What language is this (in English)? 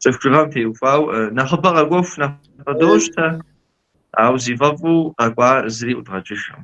Kabardian